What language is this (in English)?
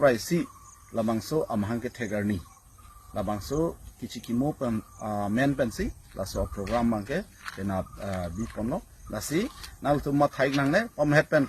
Karbi